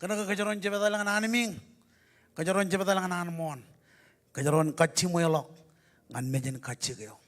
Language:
Marshallese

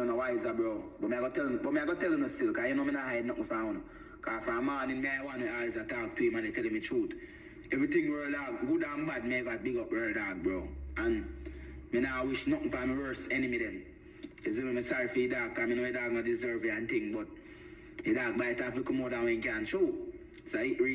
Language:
Jamaican Creole English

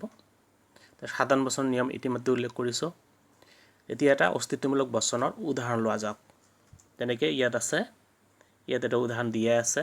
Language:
Assamese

